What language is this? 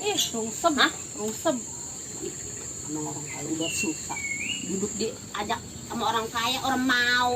Betawi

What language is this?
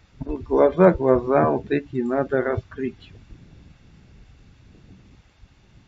Russian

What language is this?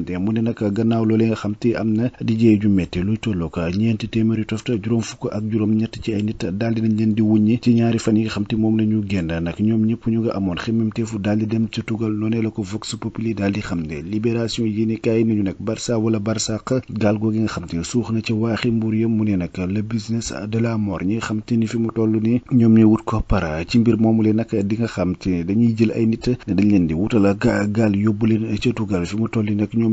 Wolof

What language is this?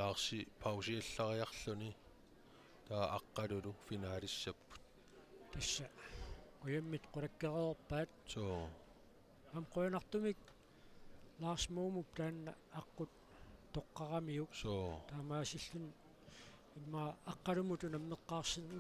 Kalaallisut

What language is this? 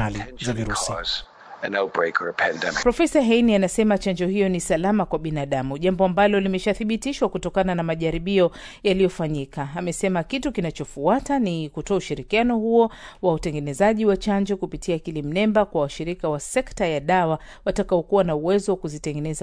Swahili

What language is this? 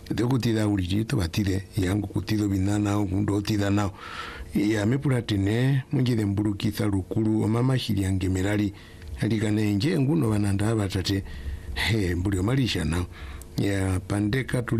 Swahili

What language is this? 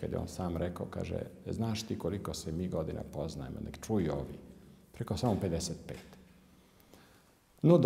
Serbian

